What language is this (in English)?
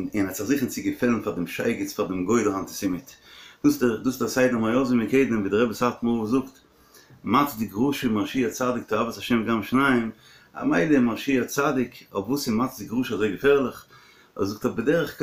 Yiddish